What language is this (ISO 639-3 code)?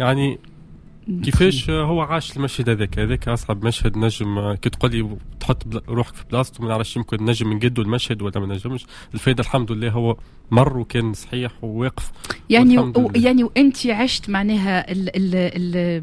aeb